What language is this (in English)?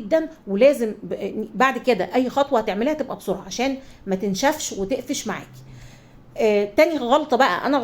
Egyptian Arabic